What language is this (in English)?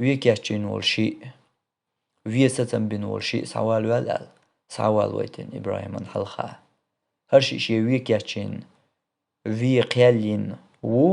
Chechen